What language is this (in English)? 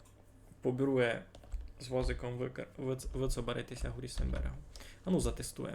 Rusyn